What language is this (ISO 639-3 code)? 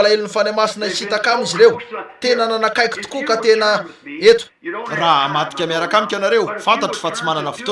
mlg